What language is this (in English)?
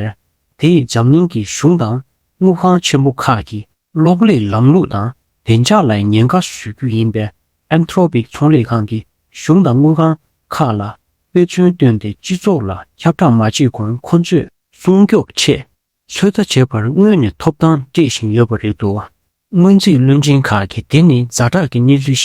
Tibetan